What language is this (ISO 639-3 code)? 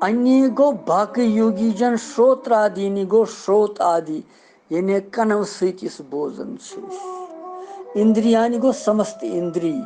kas